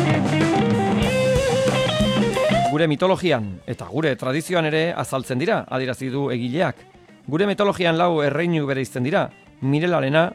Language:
Basque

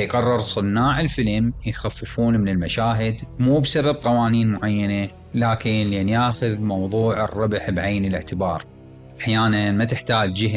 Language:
Mesopotamian Arabic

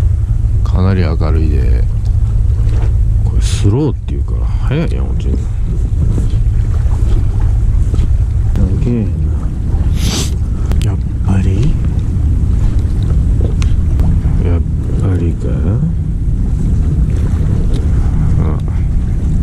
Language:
Japanese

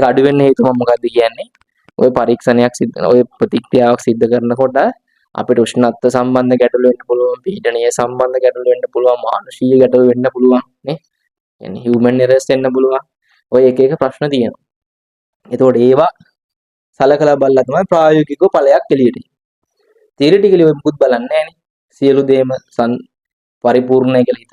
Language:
Sinhala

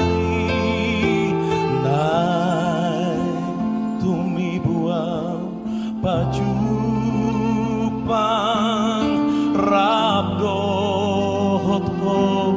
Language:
Batak Toba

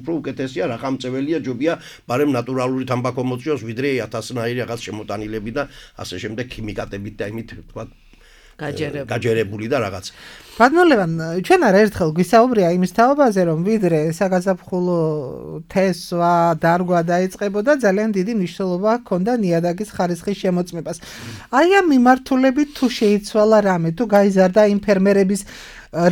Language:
Georgian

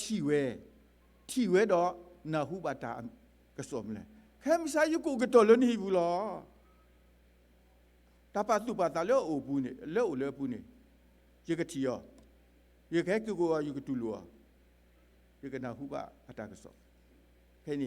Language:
S'gaw Karen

